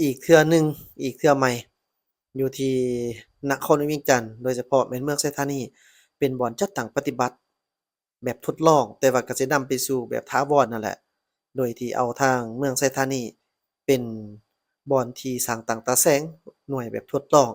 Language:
Lao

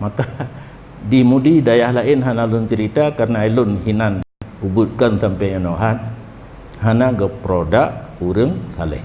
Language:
Achinese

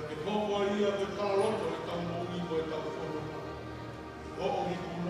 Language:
Tongan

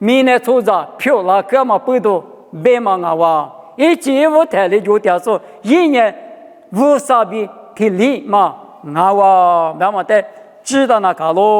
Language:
Lisu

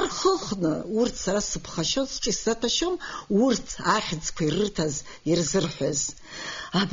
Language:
Abkhazian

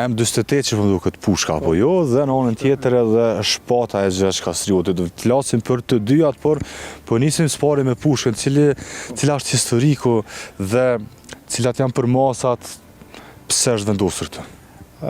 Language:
Albanian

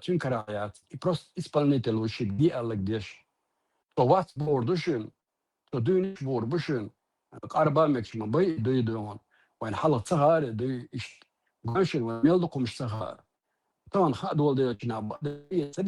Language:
Chechen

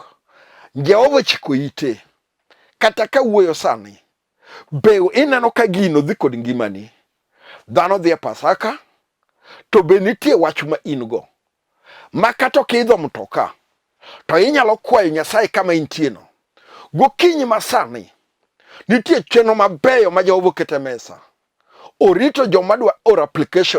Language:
Luo (Kenya and Tanzania)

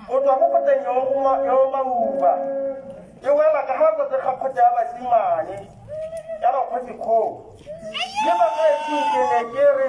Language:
Tswana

